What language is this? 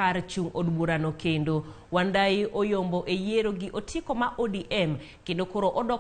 Luo (Kenya and Tanzania)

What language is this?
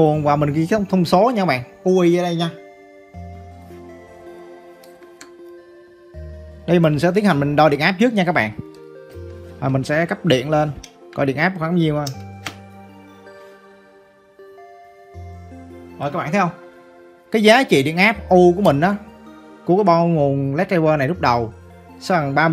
Vietnamese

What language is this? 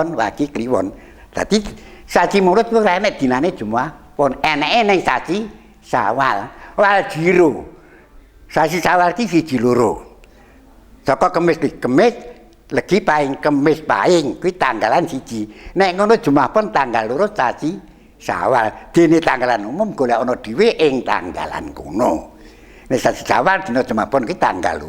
Javanese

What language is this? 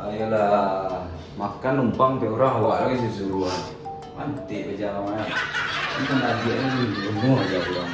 Minangkabau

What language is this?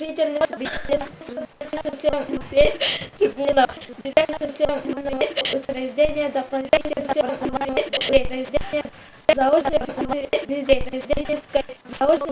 Yakut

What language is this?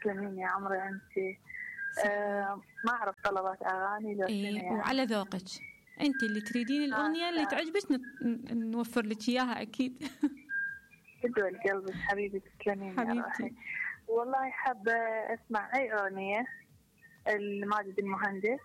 Mesopotamian Arabic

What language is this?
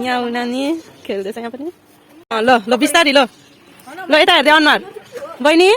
Nepali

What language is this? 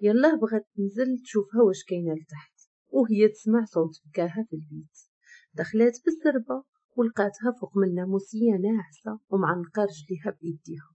Moroccan Arabic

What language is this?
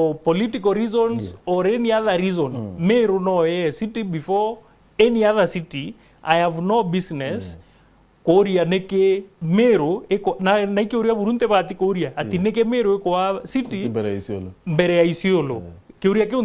Meru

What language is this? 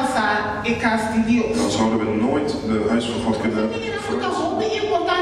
Papiamento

